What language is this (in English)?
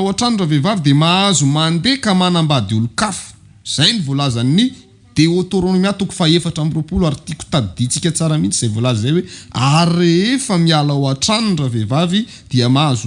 Malagasy